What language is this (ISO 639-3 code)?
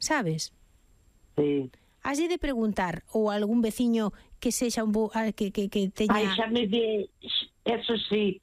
glg